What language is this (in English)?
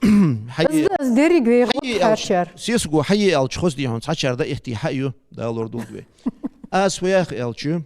Ingush